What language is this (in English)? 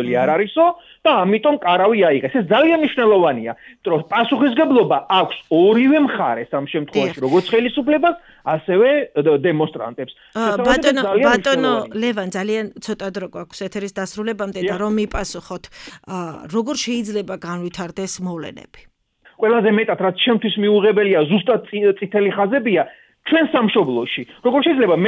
Georgian